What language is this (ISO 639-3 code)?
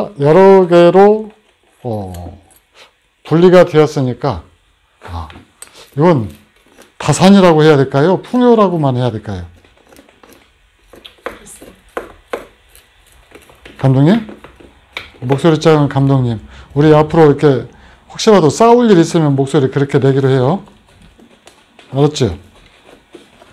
kor